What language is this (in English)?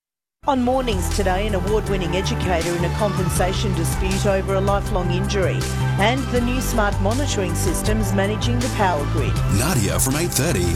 English